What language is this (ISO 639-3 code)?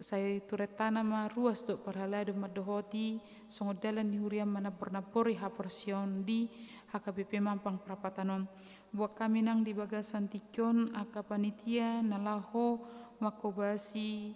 bbc